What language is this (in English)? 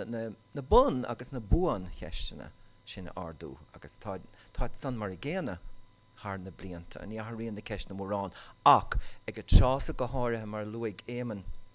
Irish